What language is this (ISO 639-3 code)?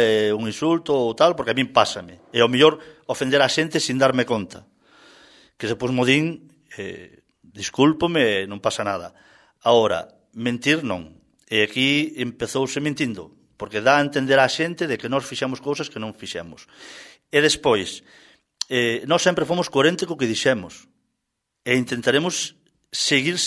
glg